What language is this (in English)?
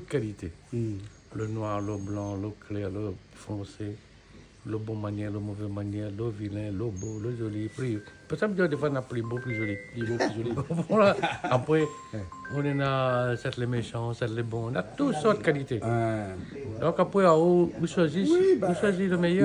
Réunion Creole French